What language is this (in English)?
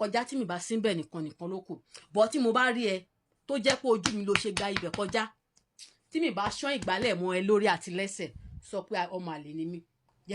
Yoruba